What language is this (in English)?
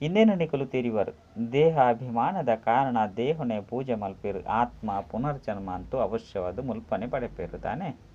Tulu